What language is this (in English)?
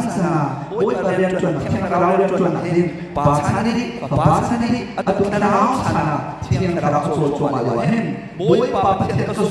Hakha Chin